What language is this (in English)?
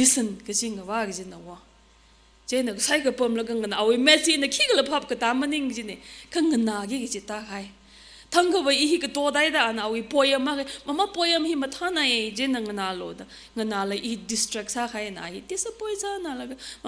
Tangkhul Naga (India)